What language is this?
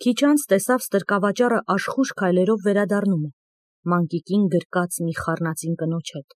Armenian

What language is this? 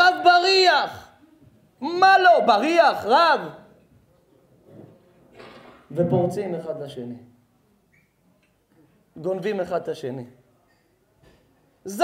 Hebrew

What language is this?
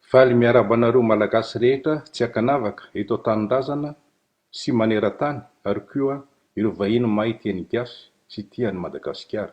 Malagasy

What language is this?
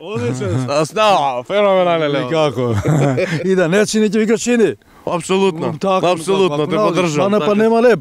Macedonian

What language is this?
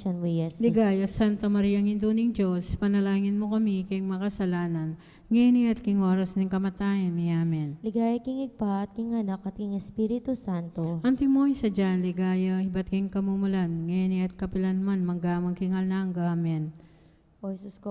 Pampanga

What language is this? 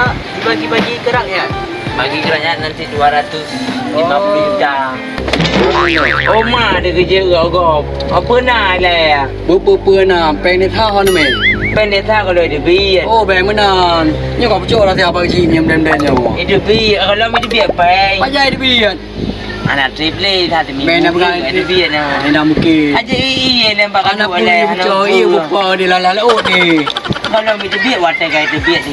Achinese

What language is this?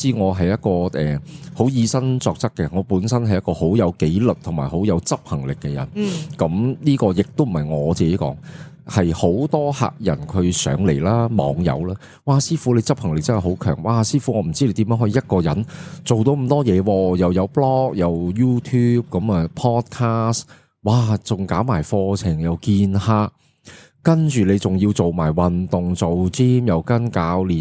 Cantonese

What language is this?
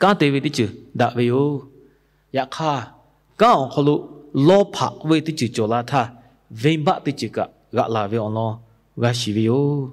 Lahu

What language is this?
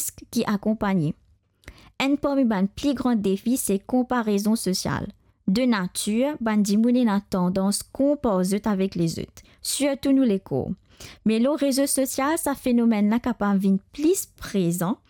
Morisyen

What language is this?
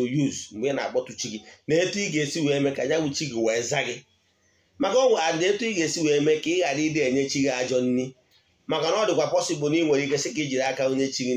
Igbo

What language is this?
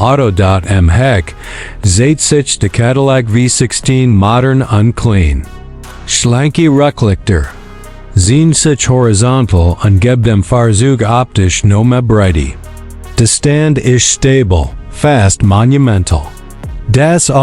Swiss German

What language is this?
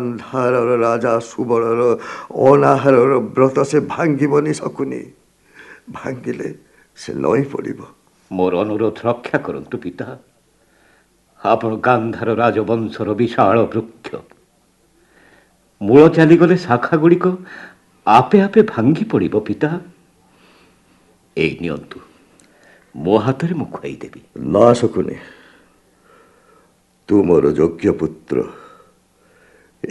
Odia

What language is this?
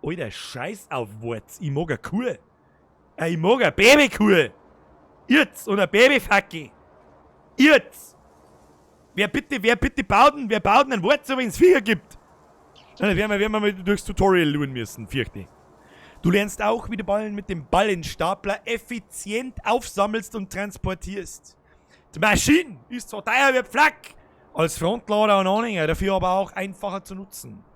Bavarian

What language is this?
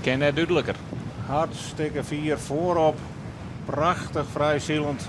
Western Frisian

